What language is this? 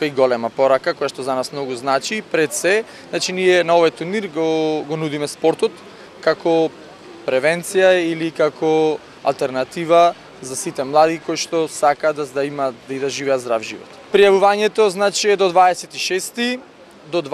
Macedonian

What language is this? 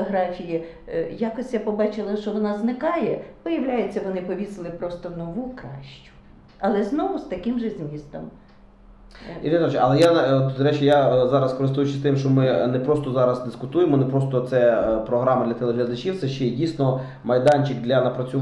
Ukrainian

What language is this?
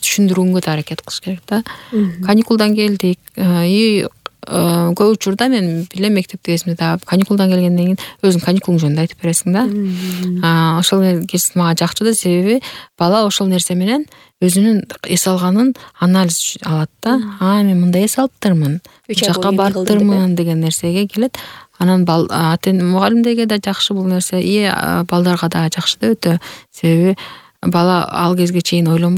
Kyrgyz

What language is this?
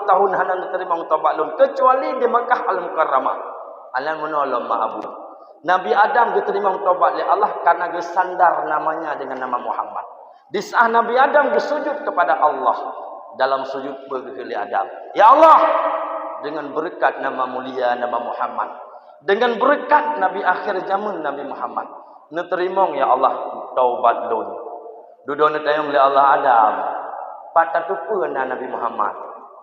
Achinese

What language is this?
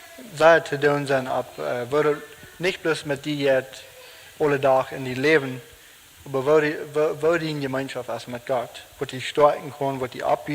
Plautdietsch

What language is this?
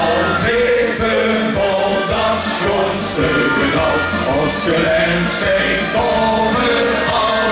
Limburgish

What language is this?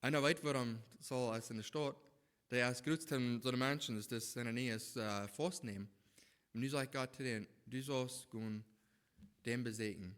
Plautdietsch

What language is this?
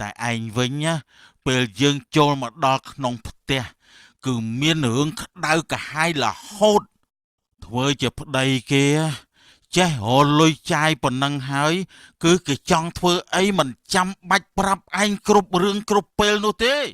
Khmer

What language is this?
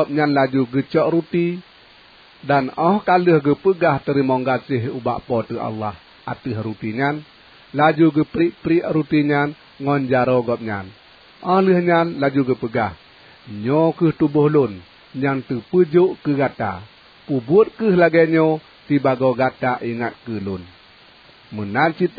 Achinese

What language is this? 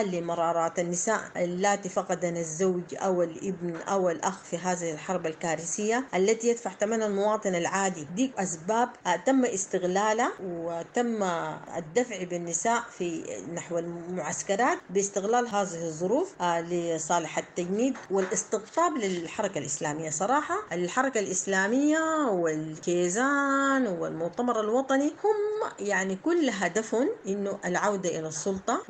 Sudanese Arabic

